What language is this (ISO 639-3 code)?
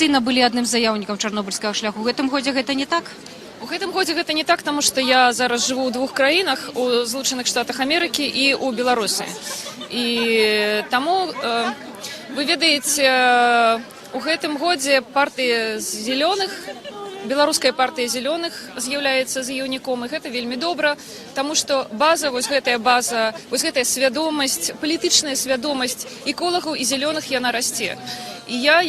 bel